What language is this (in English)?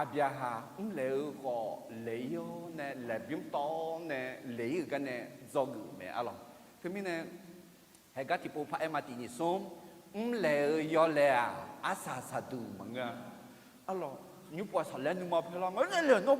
Akha